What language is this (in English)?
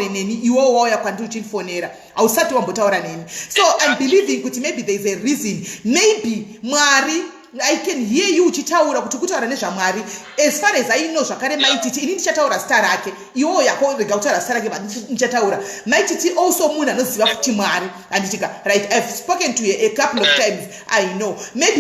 Shona